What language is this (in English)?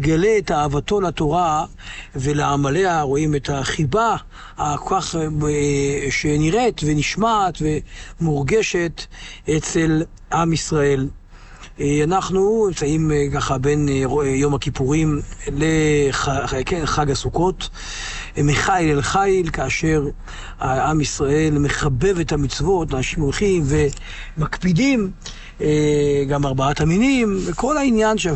Hebrew